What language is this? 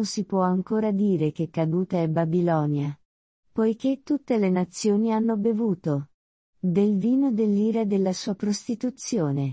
Italian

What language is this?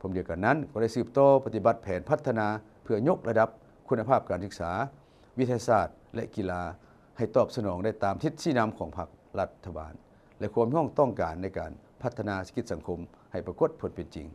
Lao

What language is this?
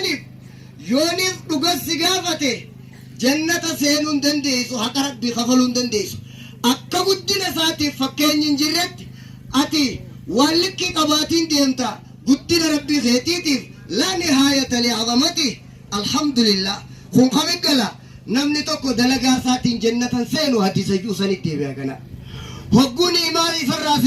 Oromo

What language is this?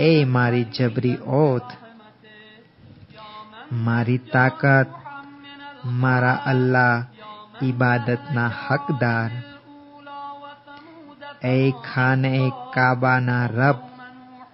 Gujarati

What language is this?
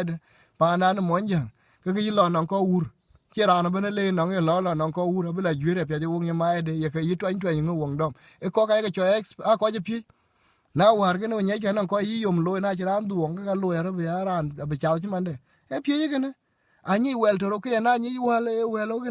Dinka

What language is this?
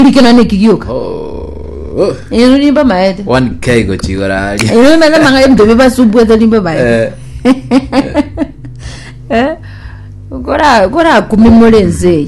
Gusii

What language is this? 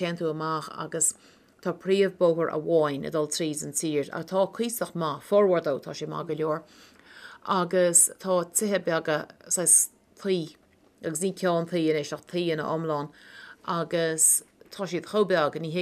Irish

